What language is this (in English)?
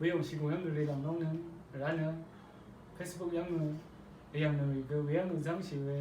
Rawang